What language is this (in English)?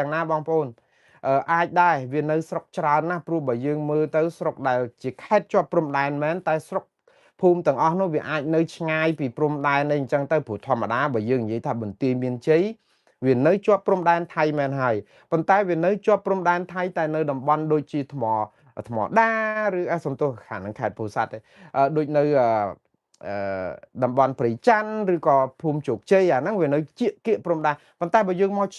Khmer